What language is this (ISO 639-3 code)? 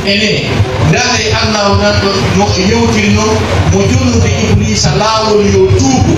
fuf